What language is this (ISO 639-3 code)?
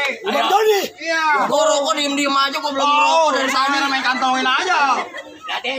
bew